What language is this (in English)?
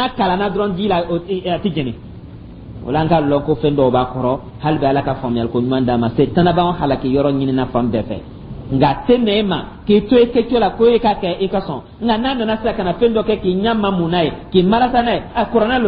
Dyula